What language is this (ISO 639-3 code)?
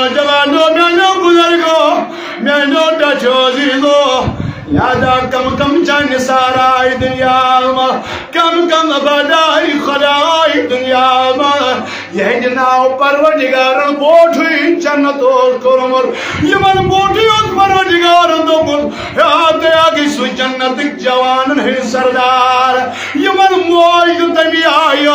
kas